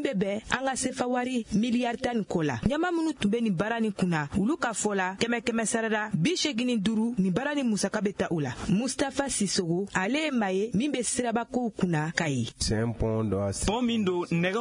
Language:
Bambara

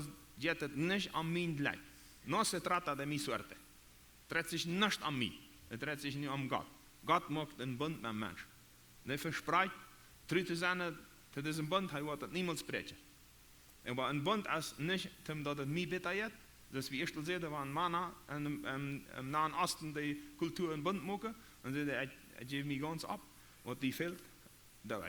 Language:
Plautdietsch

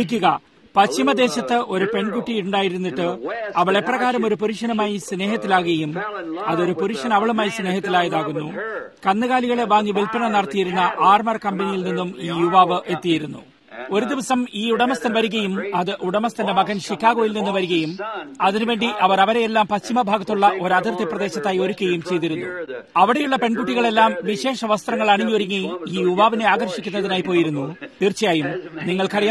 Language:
Malayalam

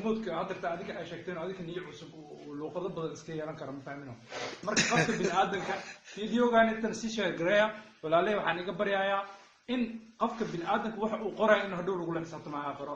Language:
Somali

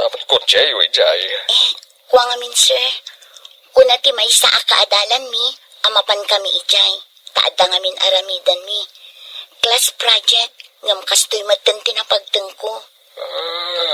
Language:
Iloko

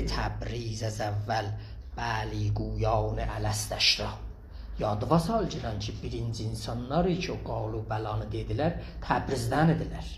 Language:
South Azerbaijani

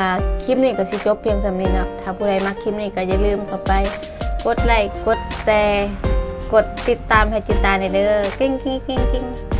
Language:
Northeastern Thai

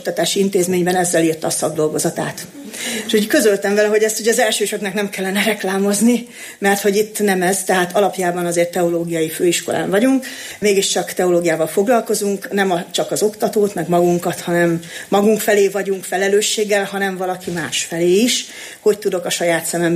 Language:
Hungarian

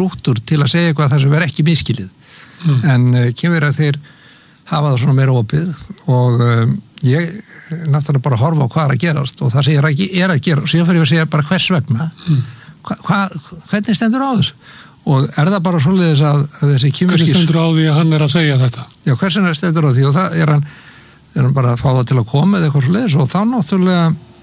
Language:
Icelandic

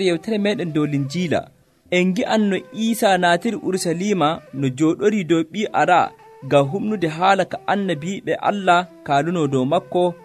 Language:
Nigerian Fulfulde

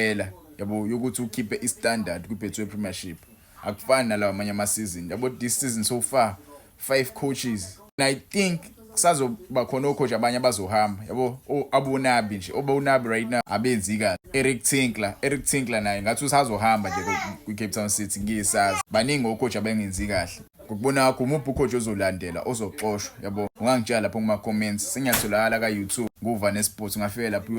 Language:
Zulu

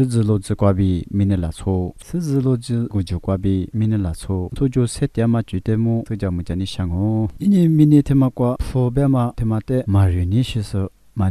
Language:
Lisu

